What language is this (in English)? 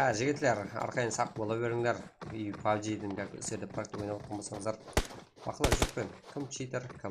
Kara-Kalpak